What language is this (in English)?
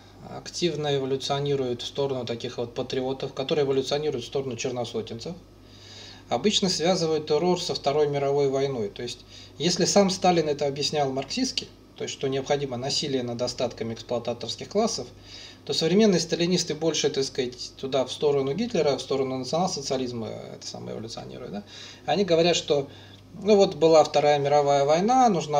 Russian